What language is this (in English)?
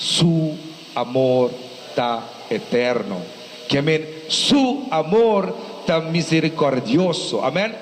Papiamento